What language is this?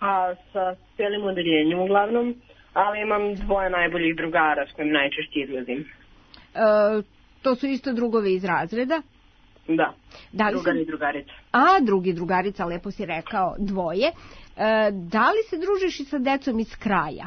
Serbian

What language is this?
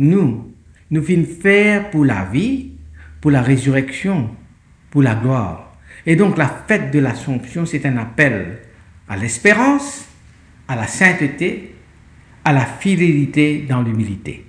Morisyen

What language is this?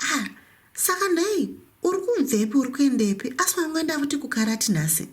Shona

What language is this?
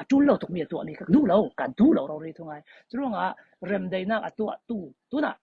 Falam Chin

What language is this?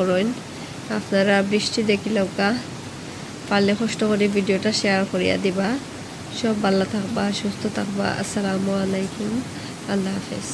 Sylheti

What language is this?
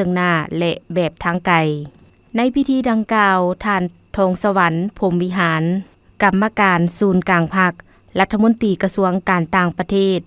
Lao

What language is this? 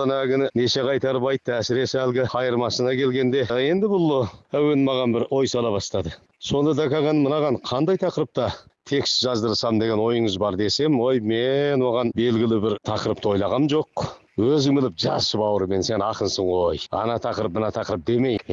Kazakh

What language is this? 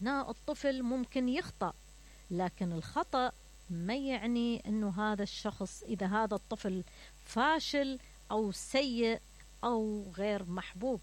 Mesopotamian Arabic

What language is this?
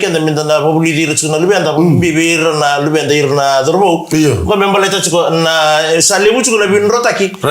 Fijian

